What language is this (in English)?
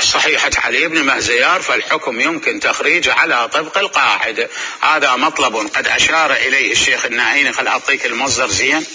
Mesopotamian Arabic